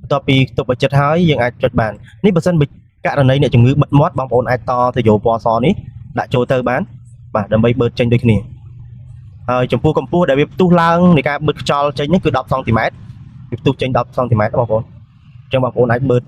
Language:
Khmer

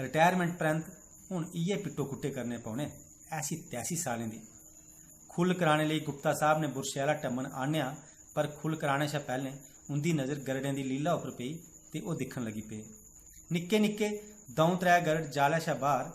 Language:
Dogri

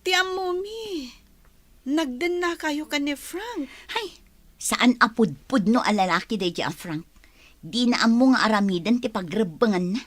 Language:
Iloko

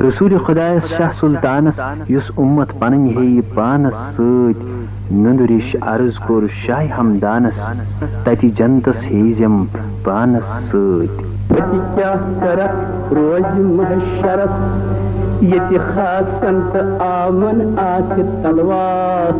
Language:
Kashmiri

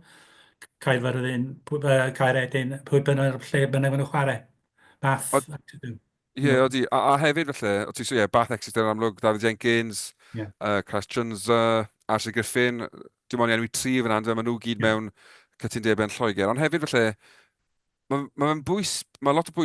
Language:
Welsh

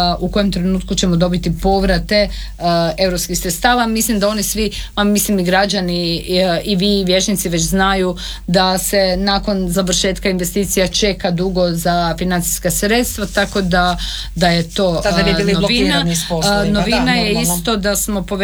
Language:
Croatian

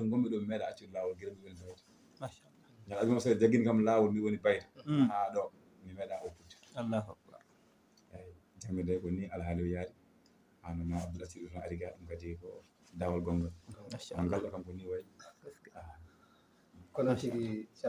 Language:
Fula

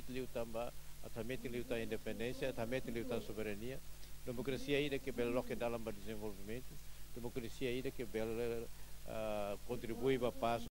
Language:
Tetum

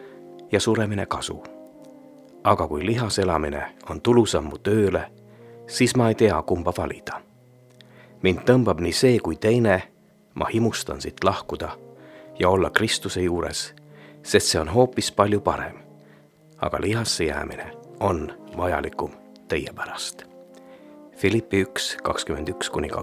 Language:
Estonian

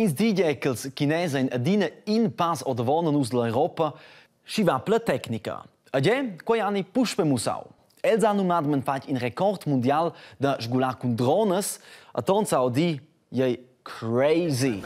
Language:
Romansh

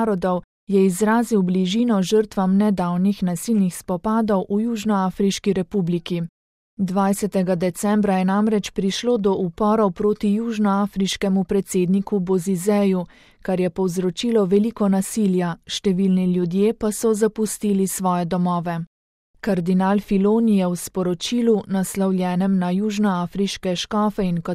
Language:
Slovenian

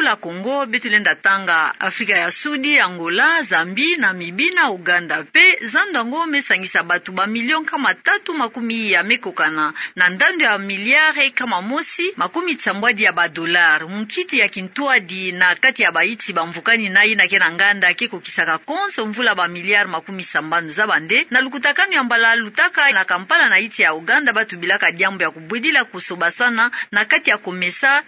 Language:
Kituba (Democratic Republic of Congo)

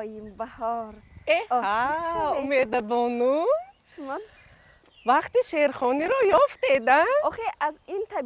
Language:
Tajik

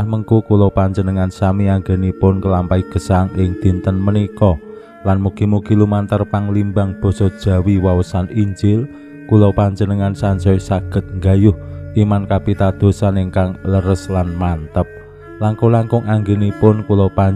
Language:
Javanese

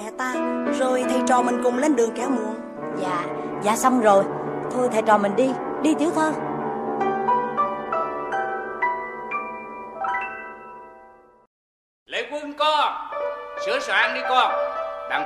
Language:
Vietnamese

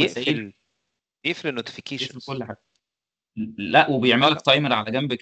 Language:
Egyptian Arabic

